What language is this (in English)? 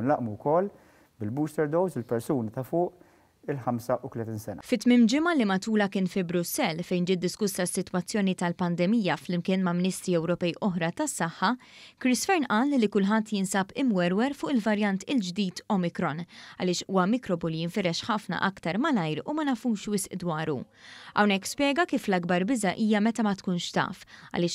Maltese